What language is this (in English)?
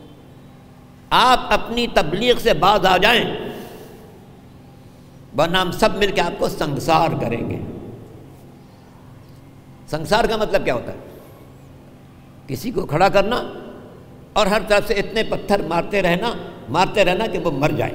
Urdu